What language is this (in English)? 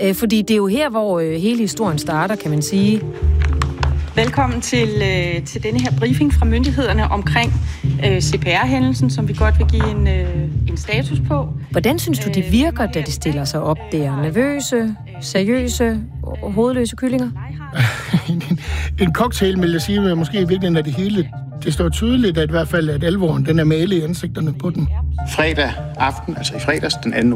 Danish